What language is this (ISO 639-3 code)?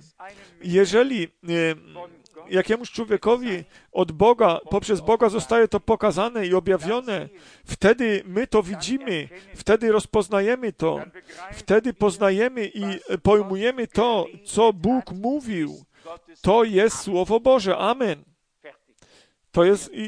pol